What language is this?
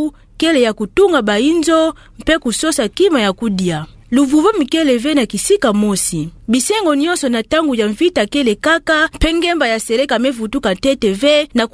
Kituba (Democratic Republic of Congo)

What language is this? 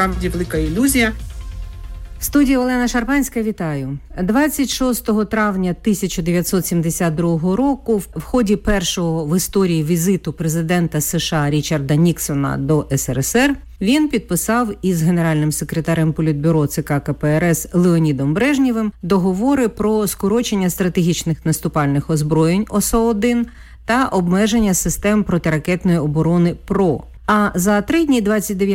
Ukrainian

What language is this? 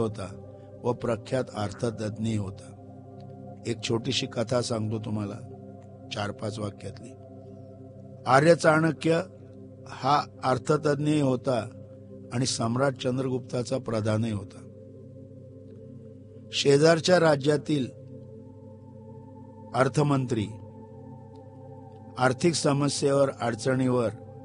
Marathi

